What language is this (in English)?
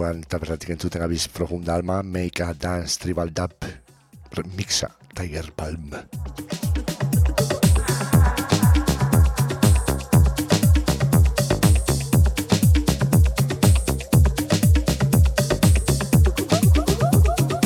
Basque